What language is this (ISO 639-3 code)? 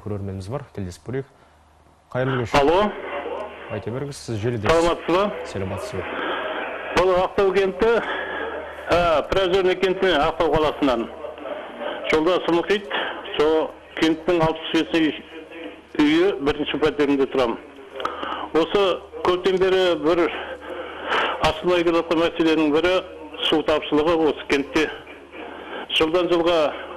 kaz